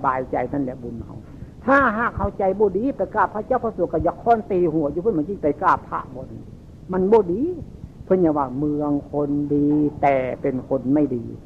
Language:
Northeastern Thai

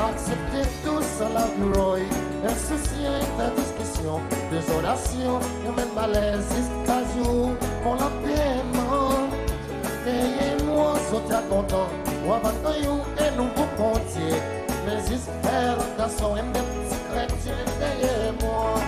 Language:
Seselwa Creole French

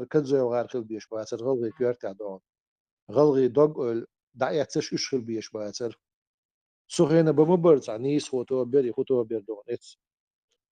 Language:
Chechen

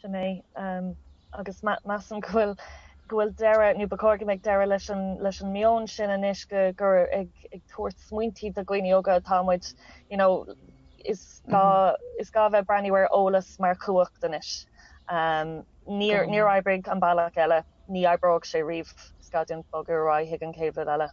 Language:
Irish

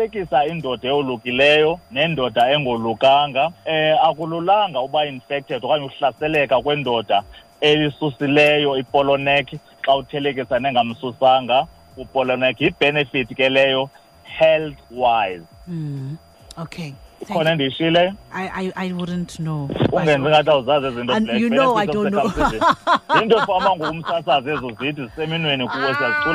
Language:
Xhosa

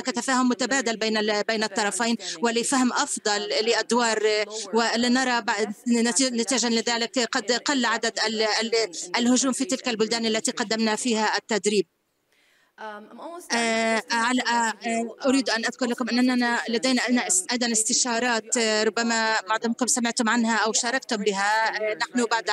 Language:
Arabic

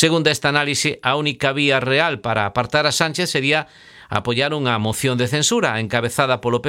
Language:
Galician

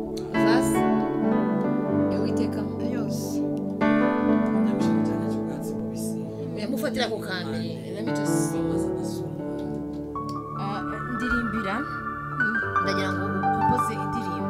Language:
Kinyarwanda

